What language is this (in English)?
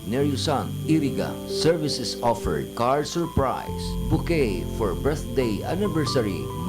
Bikol